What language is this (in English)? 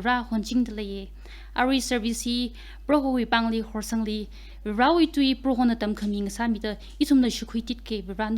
Tangkhul Naga (India)